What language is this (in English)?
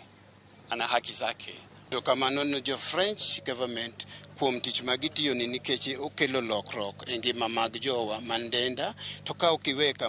Luo (Kenya and Tanzania)